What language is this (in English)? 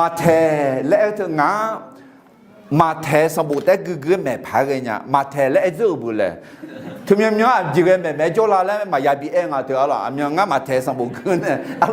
Akha